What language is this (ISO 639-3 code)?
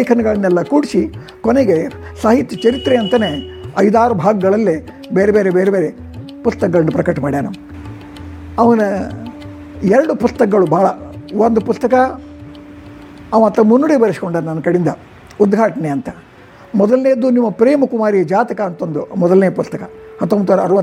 kan